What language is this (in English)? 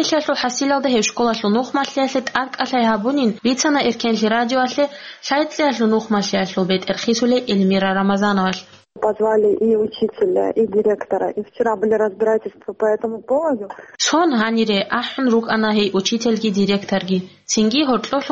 Avaric